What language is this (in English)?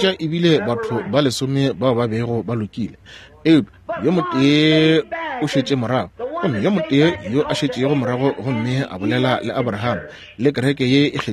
Northern Sotho